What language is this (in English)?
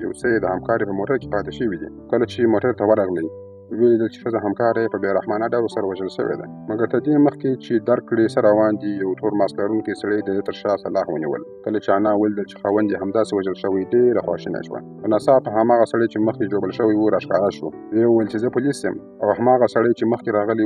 Pashto